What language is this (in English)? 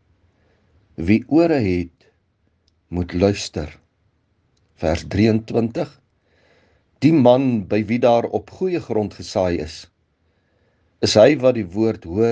Afrikaans